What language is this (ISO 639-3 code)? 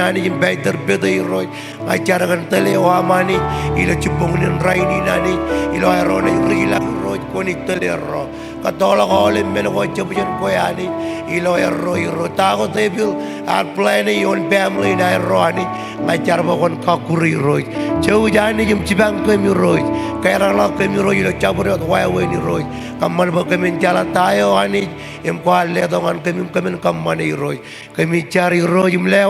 mah